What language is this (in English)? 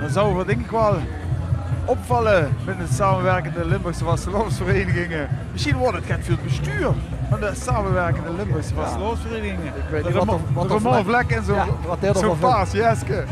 Limburgish